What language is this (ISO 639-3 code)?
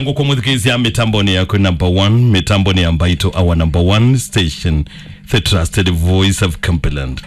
kam